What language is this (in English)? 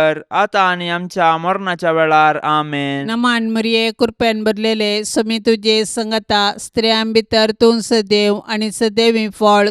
Konkani